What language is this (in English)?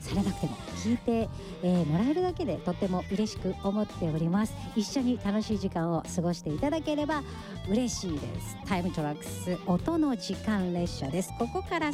Japanese